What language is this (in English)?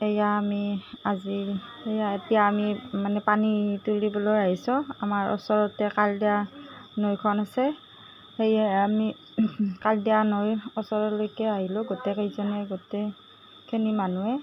Assamese